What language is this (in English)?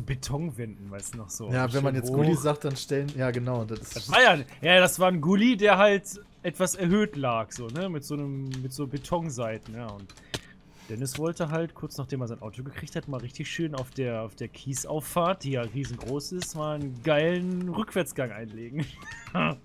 German